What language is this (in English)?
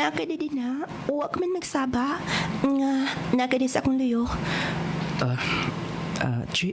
Cebuano